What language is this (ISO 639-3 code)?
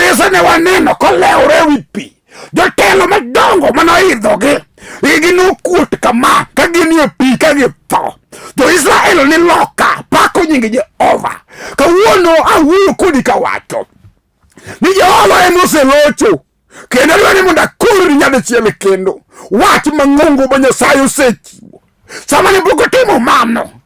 luo